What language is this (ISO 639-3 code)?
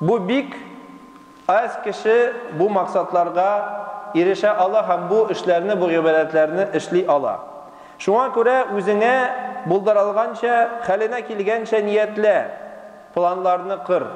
tat